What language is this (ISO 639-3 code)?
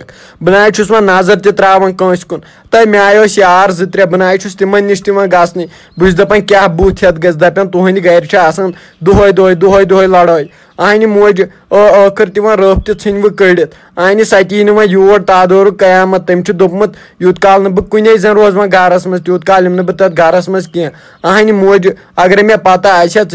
kas